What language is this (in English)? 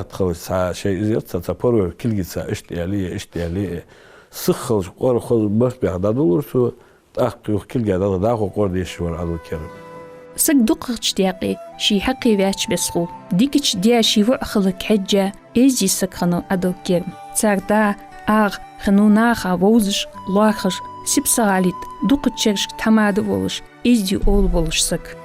Ingush